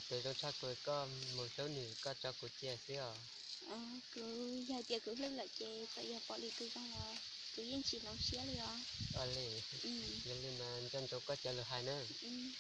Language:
Hmong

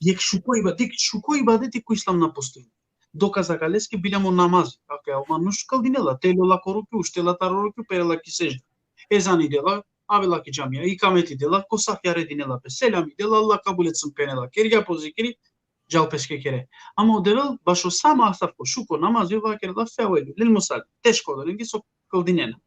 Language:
Balkan Romani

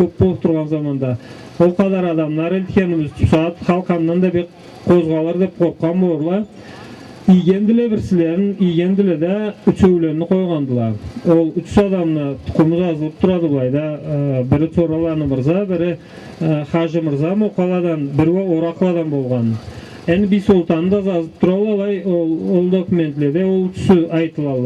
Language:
Karachay-Balkar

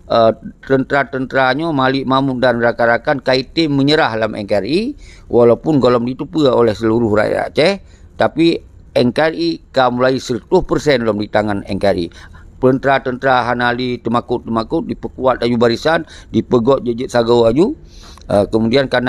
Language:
Achinese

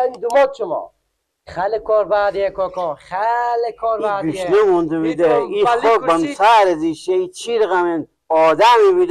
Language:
Persian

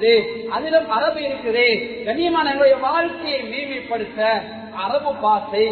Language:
Tamil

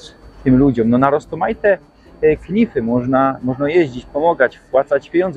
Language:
Silesian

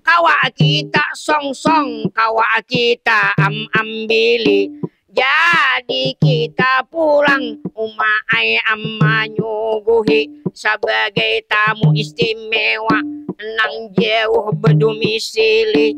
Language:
Banjar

